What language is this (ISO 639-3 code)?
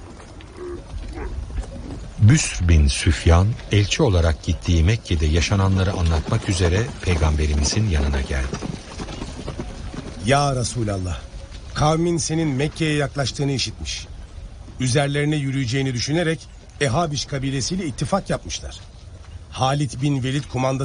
tur